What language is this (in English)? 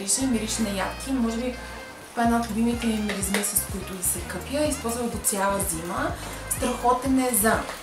Bulgarian